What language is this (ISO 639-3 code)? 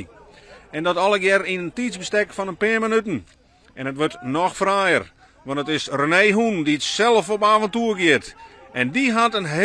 fry